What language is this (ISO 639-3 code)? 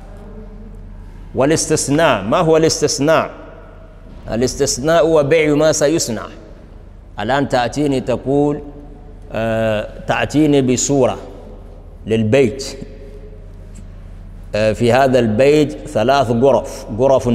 ara